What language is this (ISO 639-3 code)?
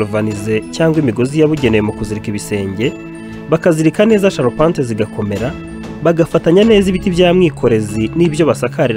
kin